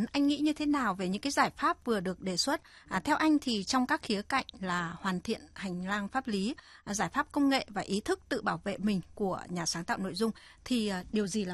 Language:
Vietnamese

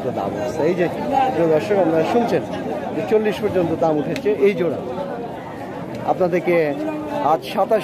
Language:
Bangla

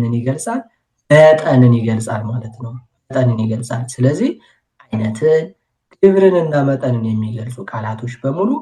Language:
Amharic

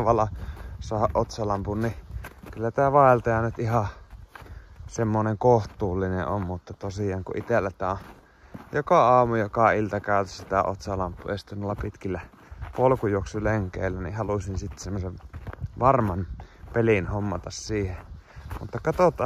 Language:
Finnish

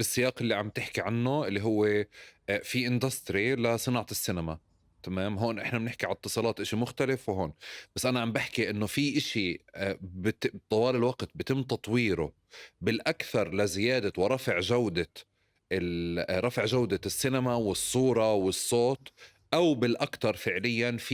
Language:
North Levantine Arabic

